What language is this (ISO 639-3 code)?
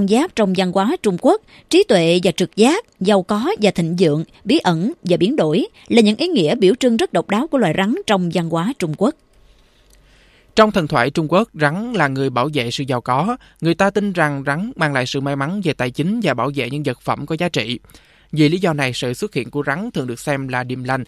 vie